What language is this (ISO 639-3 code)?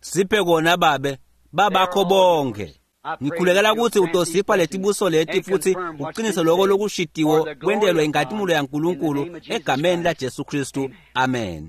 ssw